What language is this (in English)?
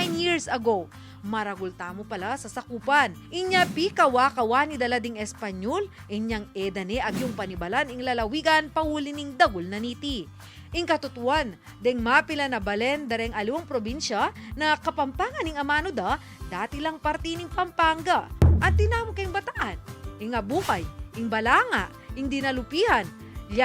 Pampanga